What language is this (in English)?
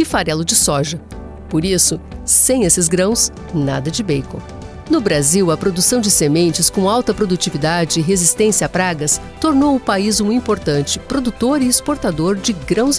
Portuguese